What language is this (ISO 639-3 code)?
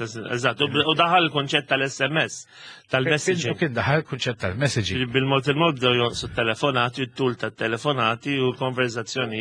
mlt